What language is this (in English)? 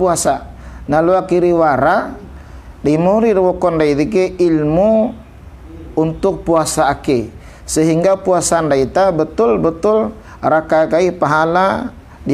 Bima